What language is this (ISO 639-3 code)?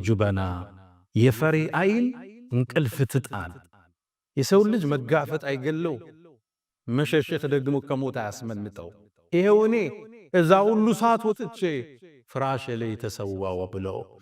amh